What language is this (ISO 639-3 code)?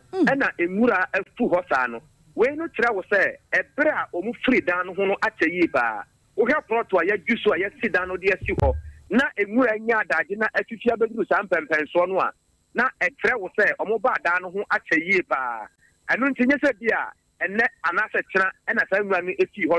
aka